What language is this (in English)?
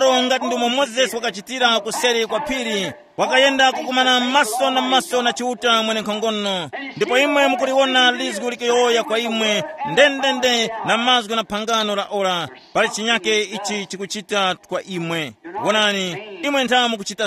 Tumbuka